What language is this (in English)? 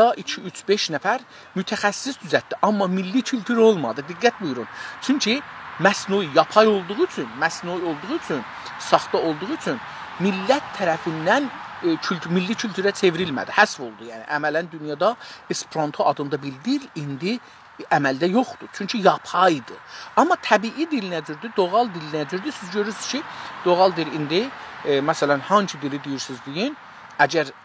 South Azerbaijani